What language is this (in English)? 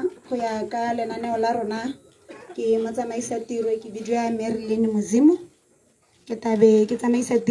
Tswana